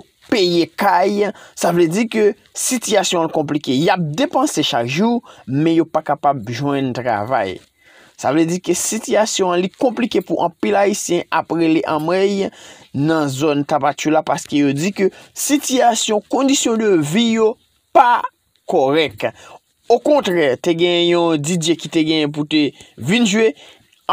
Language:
Haitian Creole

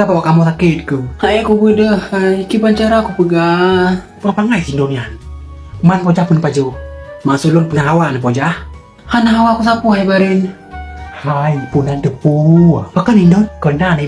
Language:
Achinese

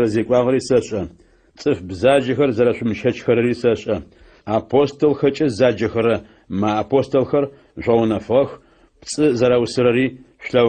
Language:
Adyghe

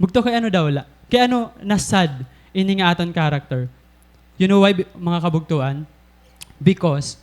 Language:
Waray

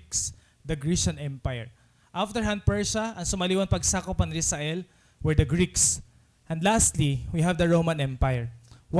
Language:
Waray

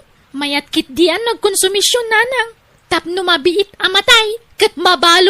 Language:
Iloko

